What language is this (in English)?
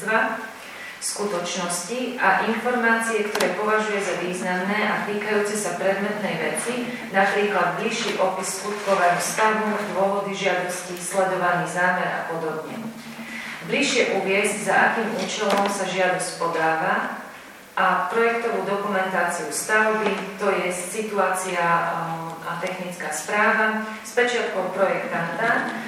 Slovak